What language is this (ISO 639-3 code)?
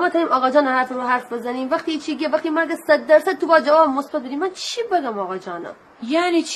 glk